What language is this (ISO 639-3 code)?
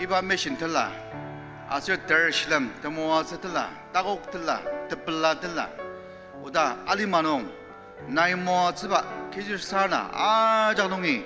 njo